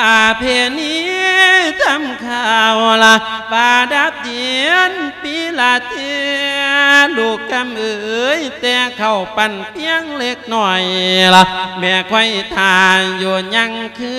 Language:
Lao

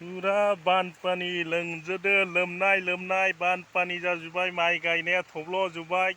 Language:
Bodo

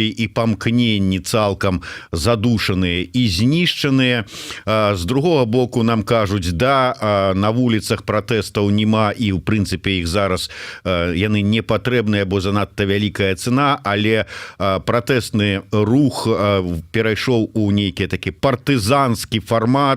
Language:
Belarusian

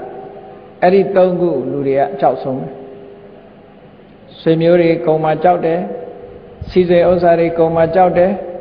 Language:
Burmese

